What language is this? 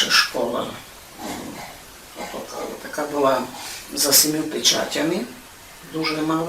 Rusyn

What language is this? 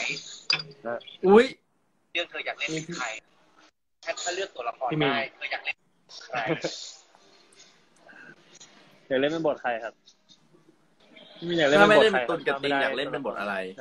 Thai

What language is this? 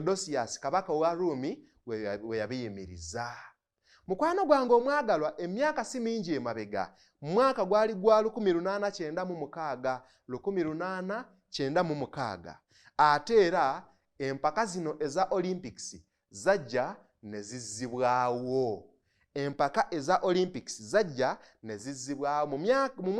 Ganda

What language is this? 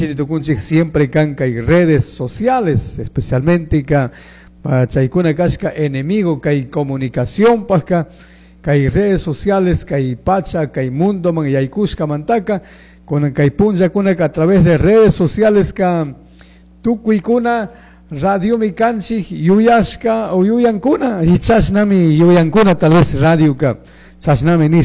Chimborazo Highland Quichua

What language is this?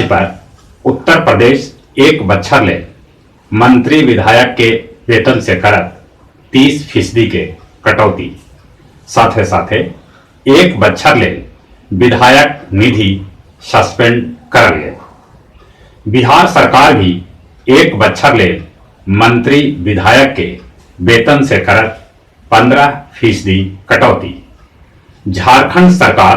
Magahi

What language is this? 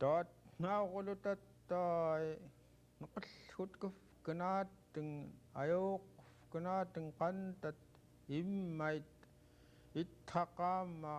Central Yupik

